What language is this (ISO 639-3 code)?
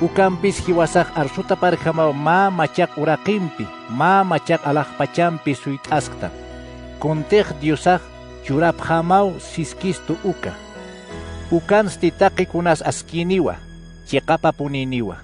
aym